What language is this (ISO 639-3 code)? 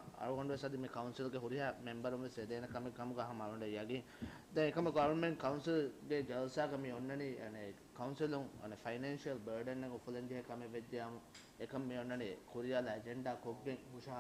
div